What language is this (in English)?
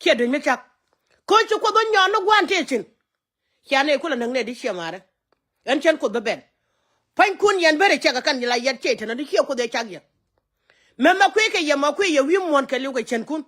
Nuer